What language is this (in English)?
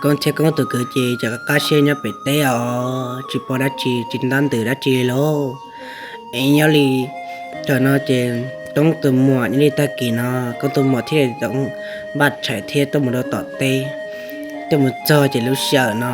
Hmong